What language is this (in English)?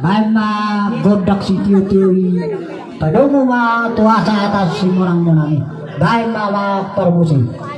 Batak Toba